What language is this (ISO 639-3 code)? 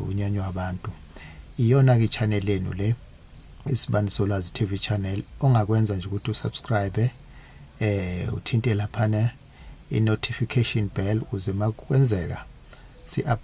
zul